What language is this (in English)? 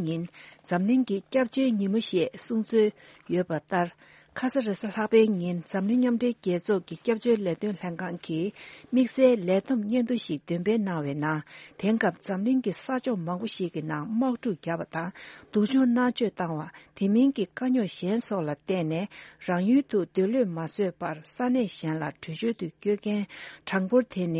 Tibetan